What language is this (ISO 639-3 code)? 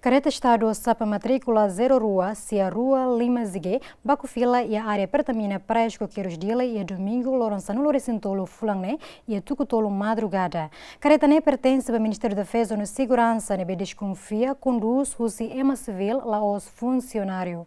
tet